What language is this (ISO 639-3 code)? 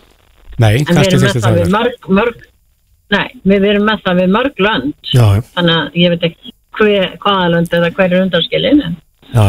isl